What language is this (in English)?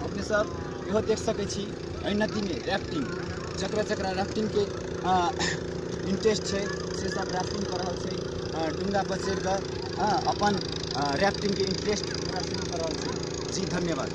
Maithili